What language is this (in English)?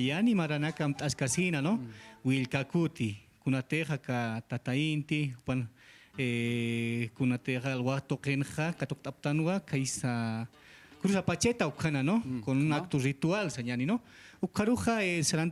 Aymara